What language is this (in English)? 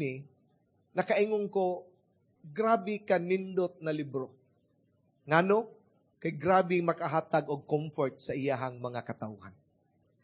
Cebuano